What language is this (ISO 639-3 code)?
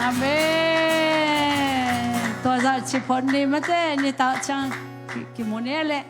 ctd